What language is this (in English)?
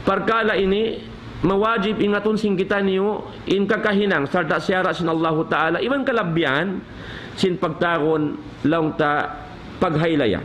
Tausug